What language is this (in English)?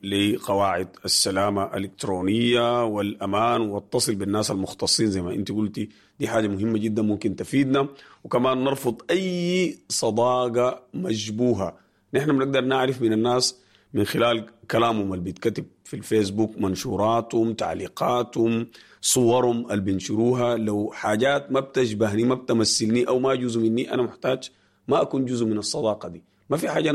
Sudanese Arabic